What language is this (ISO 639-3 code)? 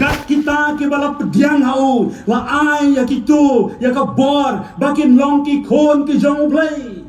kha